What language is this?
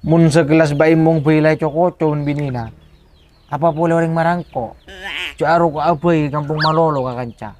Madurese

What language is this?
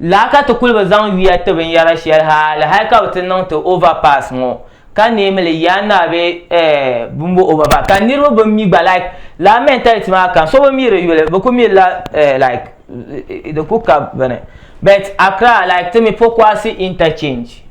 Dagbani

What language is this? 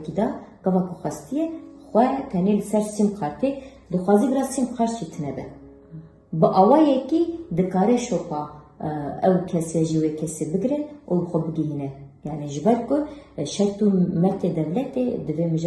Kurdish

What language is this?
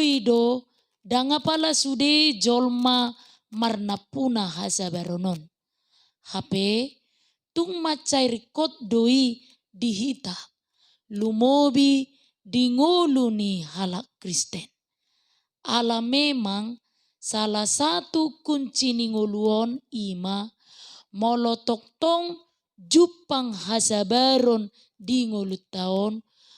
Batak Toba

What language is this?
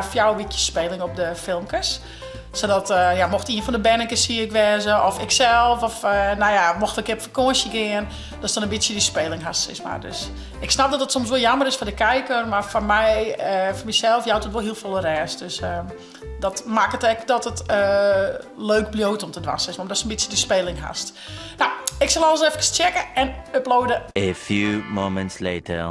Western Frisian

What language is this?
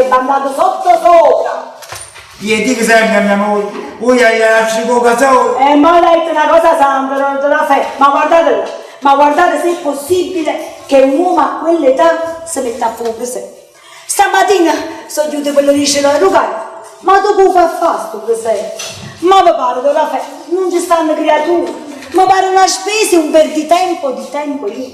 Neapolitan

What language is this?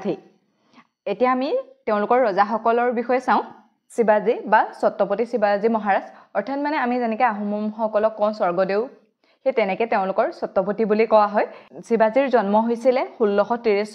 Assamese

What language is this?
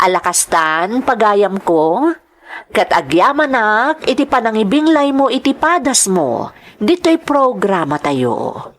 Iloko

